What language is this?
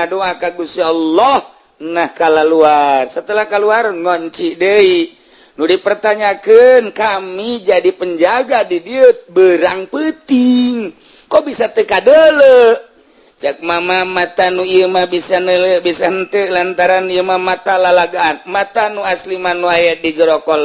Sundanese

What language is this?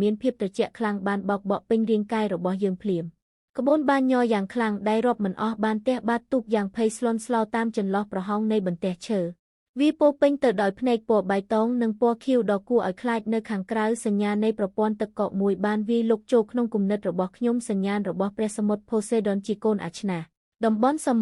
Khmer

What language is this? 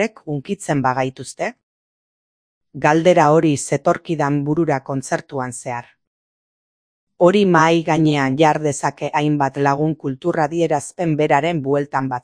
Basque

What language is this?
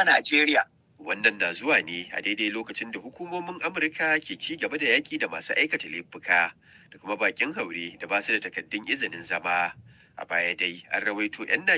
Hausa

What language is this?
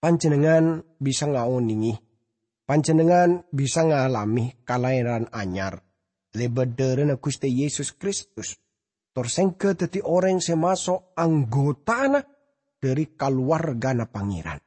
Madurese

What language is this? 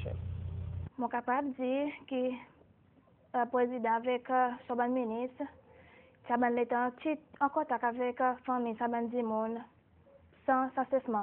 Seselwa Creole French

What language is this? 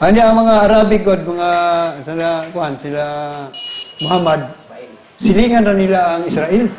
Cebuano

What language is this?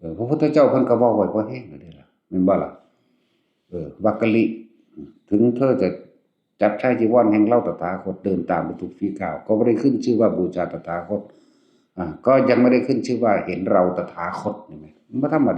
Northeastern Thai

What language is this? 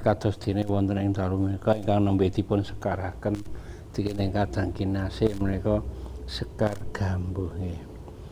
Javanese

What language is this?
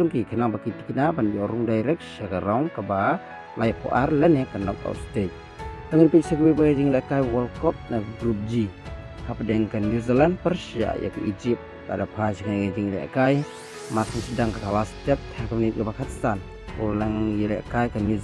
Khasi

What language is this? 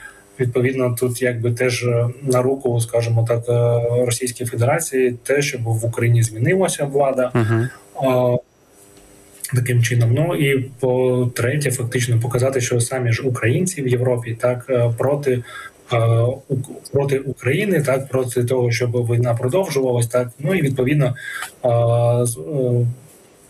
Ukrainian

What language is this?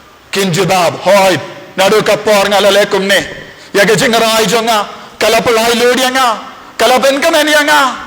Khasi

